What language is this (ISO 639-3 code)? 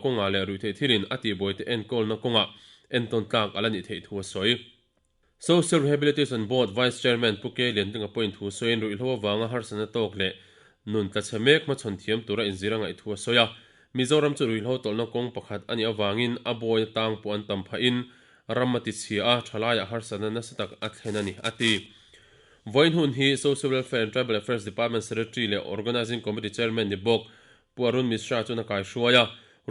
lus